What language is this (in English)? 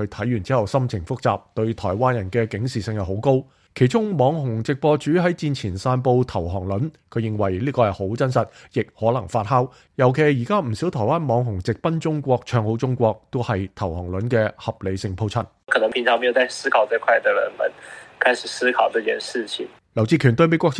Cantonese